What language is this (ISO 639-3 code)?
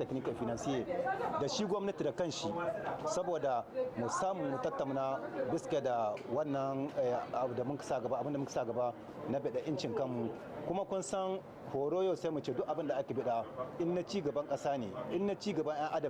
hau